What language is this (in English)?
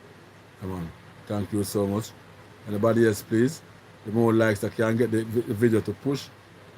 Jamaican Creole English